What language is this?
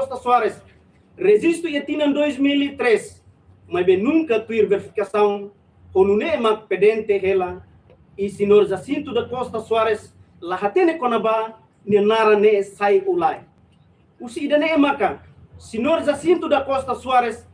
Tetum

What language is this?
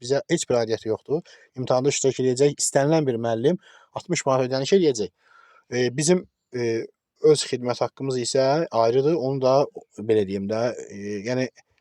Azerbaijani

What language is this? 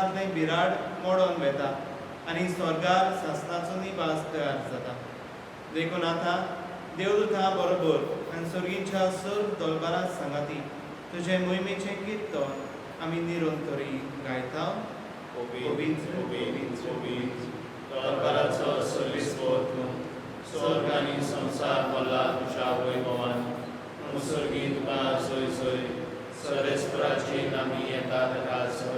Konkani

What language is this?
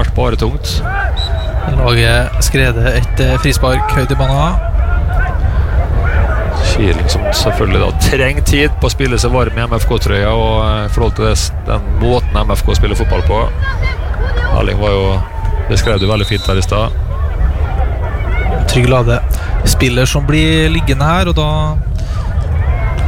Norwegian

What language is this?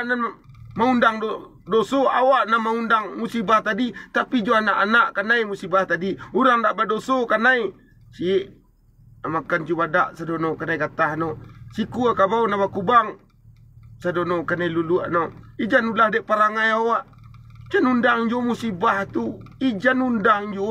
Minangkabau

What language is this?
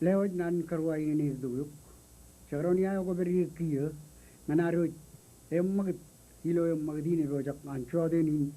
Marshallese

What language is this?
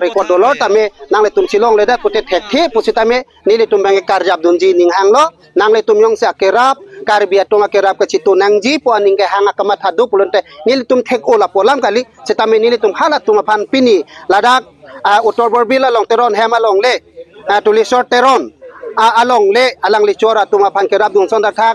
Karbi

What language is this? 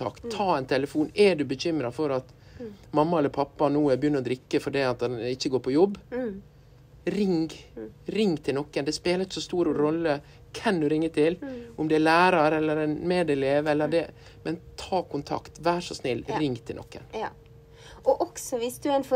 Norwegian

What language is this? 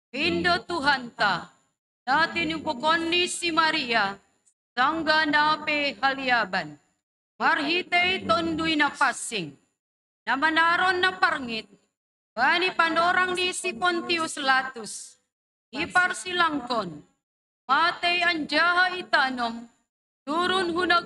Batak Simalungun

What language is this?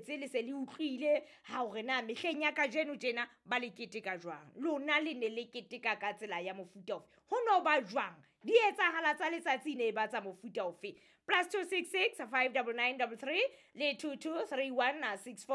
Southern Sotho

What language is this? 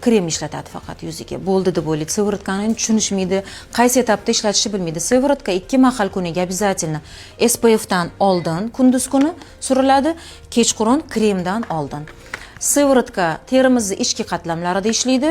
Uzbek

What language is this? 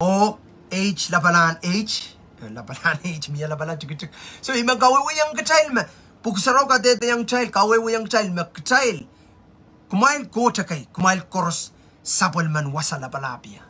Pohnpeian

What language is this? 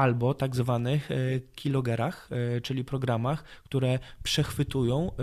Polish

